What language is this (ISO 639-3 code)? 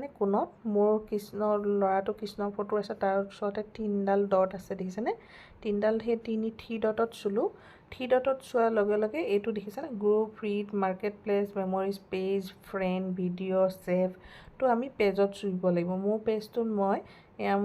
asm